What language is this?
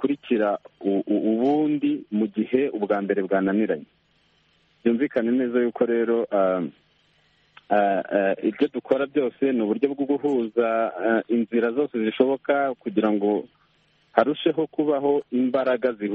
Kinyarwanda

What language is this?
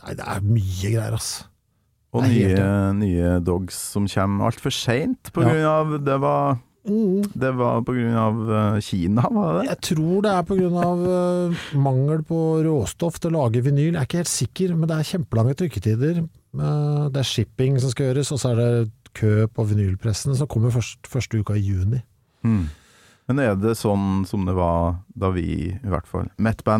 Norwegian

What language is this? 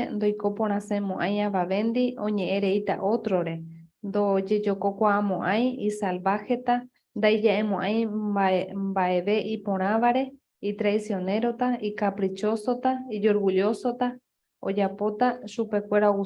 Guarani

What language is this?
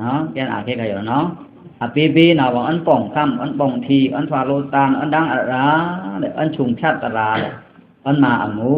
Pa'o Karen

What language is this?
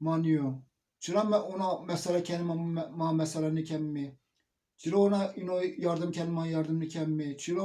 Zaza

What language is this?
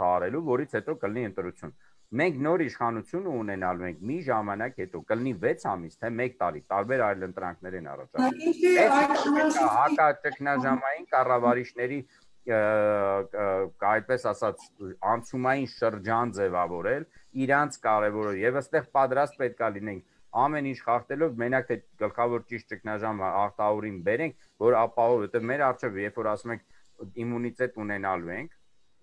Armenian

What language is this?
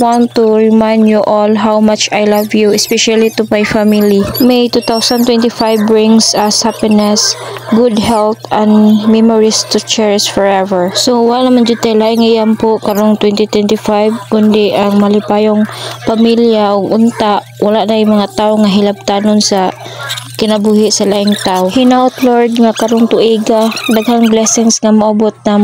Cebuano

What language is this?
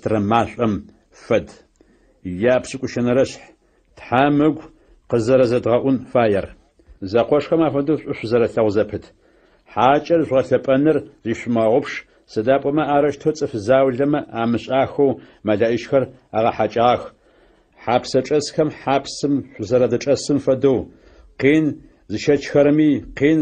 Adyghe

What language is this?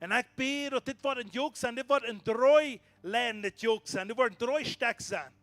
Plautdietsch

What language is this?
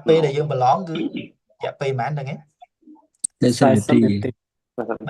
Khmer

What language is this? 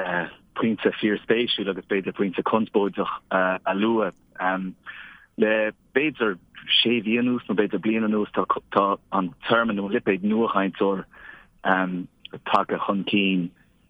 Irish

